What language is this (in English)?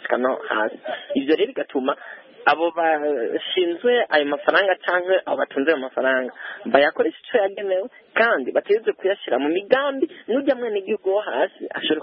Kinyarwanda